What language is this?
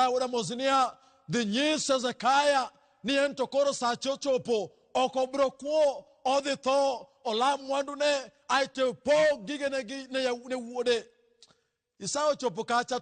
Luo (Kenya and Tanzania)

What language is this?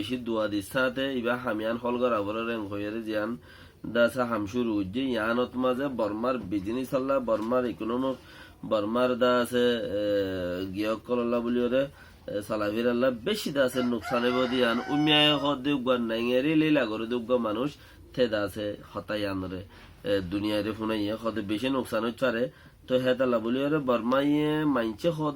Rohingya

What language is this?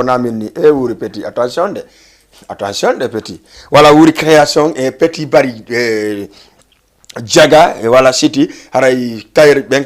Fula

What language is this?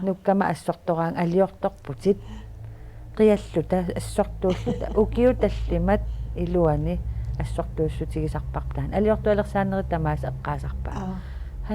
Kalaallisut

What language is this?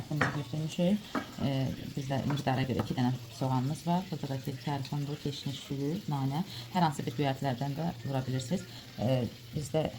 Azerbaijani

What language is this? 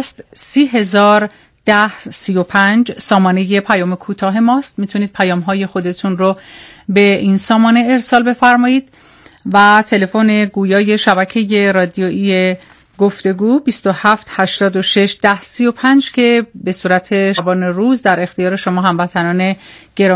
Persian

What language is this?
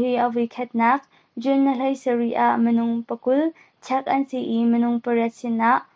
Hakha Chin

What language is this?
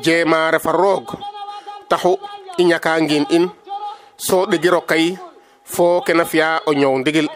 Serer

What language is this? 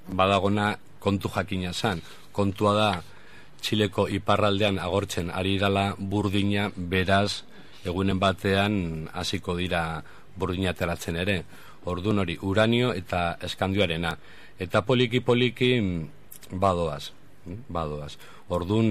Basque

